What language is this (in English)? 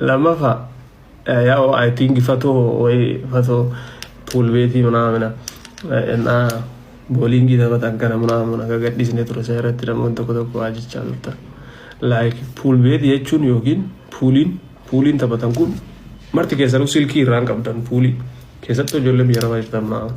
Oromo